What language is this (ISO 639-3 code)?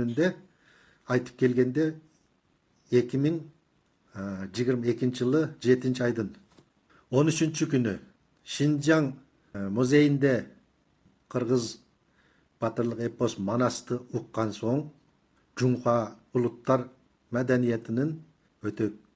kir